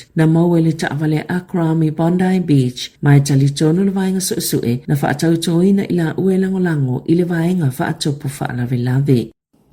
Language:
Samoan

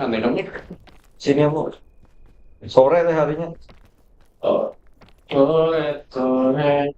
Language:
Banjar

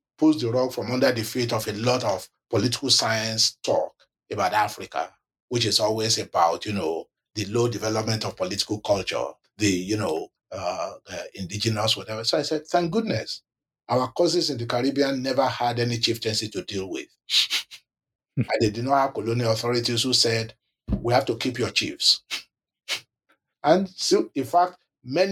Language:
English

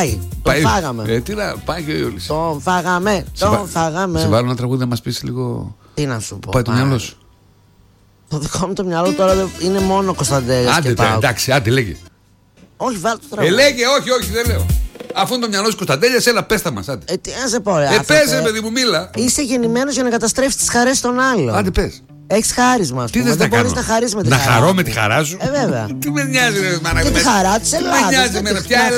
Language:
Greek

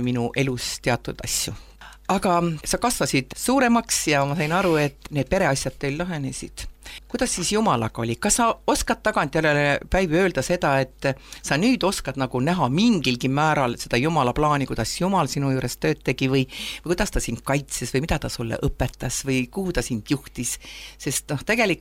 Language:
Estonian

